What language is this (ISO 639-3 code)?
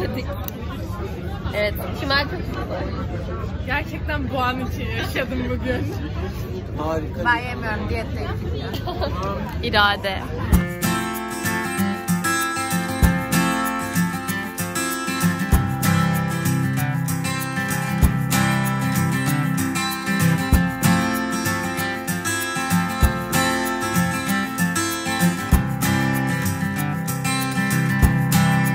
tur